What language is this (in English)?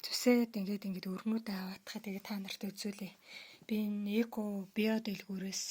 Mongolian